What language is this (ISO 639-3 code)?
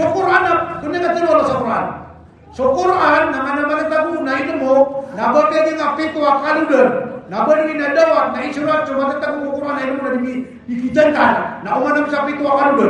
mrw